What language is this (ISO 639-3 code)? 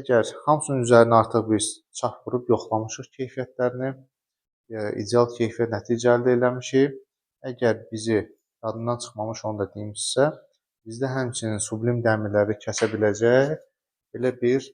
aze